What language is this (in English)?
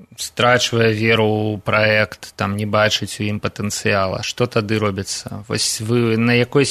Belarusian